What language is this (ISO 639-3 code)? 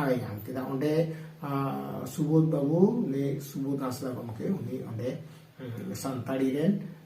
sat